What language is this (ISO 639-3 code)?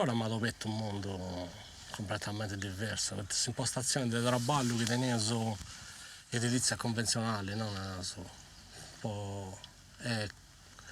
srd